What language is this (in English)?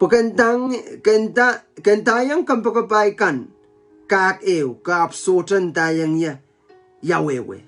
Pohnpeian